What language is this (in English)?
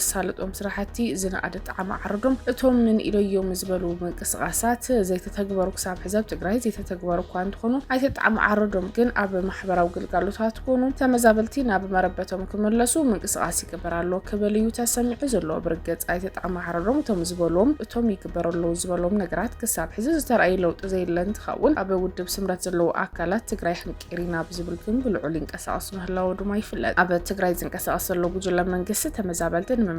Tigrinya